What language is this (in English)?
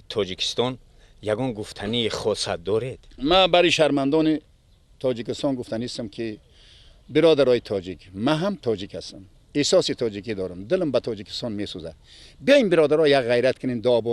Persian